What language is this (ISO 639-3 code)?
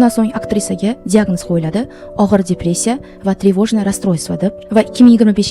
uzb